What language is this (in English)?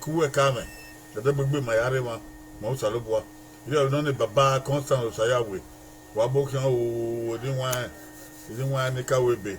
Bini